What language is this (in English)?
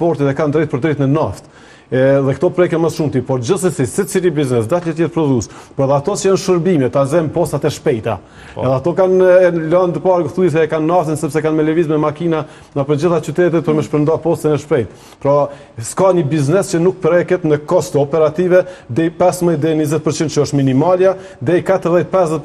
Albanian